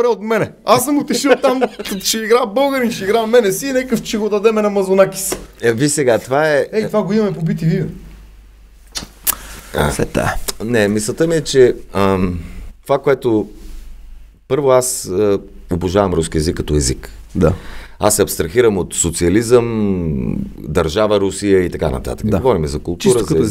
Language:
Bulgarian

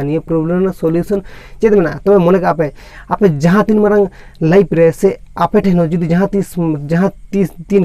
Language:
Santali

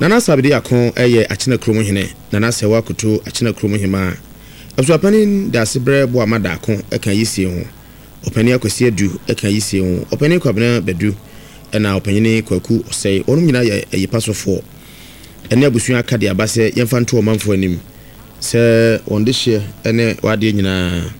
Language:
Akan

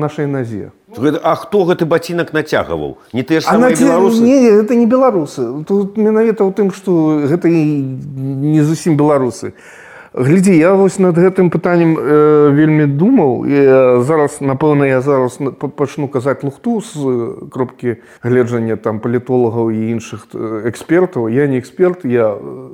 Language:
Belarusian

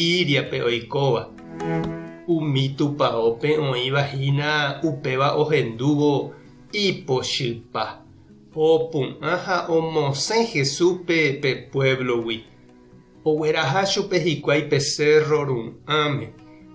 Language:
Guarani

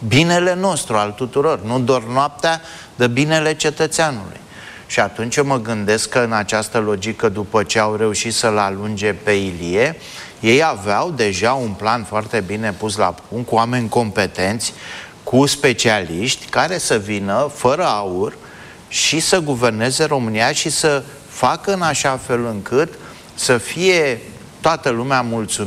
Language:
Romanian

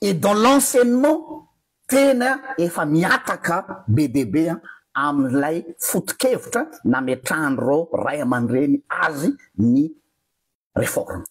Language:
Malagasy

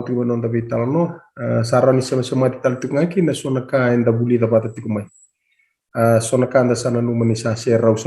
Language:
Fijian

